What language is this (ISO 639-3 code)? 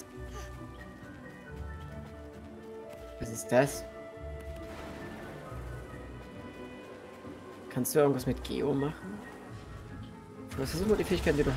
deu